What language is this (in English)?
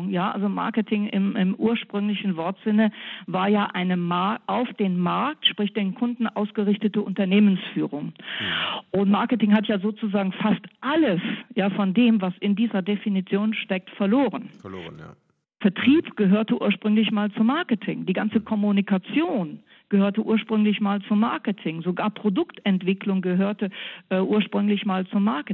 German